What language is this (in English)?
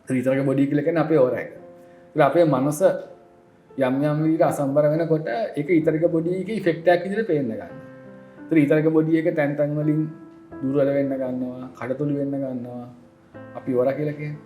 Sinhala